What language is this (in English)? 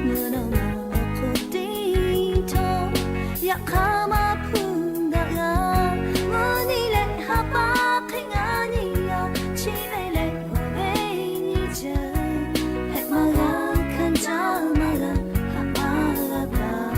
Lahu